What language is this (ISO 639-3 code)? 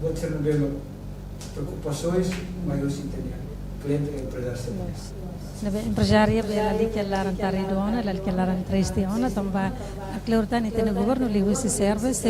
tet